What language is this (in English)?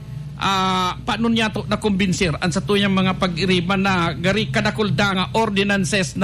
Bikol